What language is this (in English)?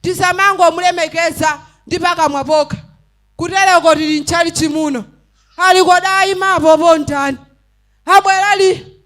Nyanja